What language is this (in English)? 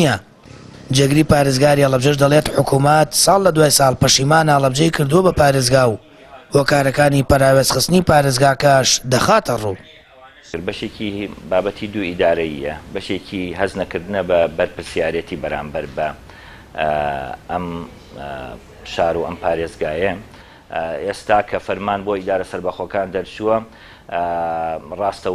Central Kurdish